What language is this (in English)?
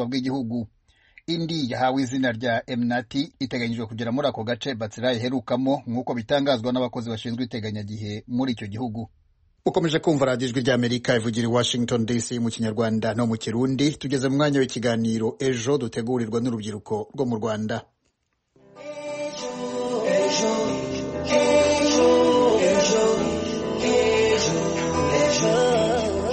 Kinyarwanda